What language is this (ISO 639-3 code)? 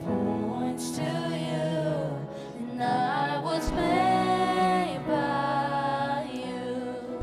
fao